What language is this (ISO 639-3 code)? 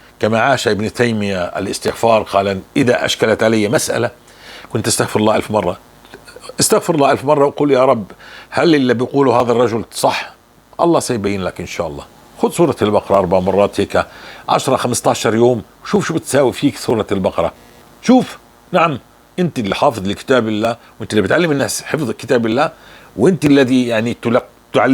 apc